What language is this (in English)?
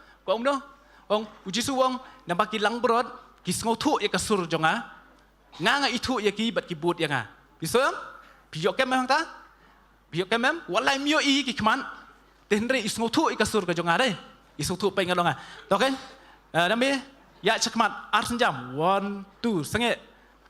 Khasi